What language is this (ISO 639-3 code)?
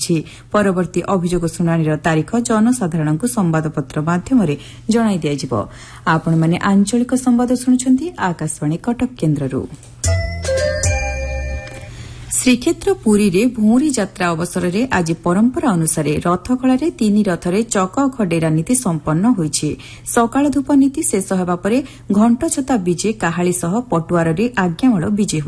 ori